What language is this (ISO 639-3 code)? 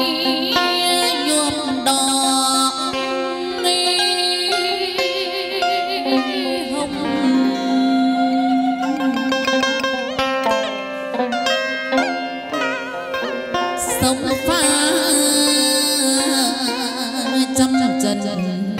vie